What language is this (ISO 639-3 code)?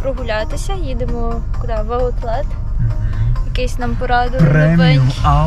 ukr